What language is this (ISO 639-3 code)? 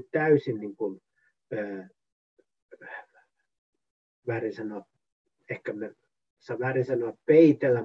fin